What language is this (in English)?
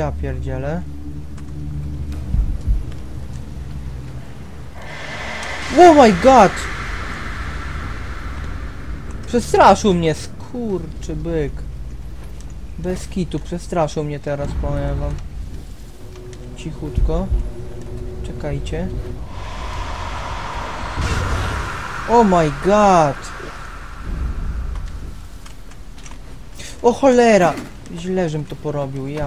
Polish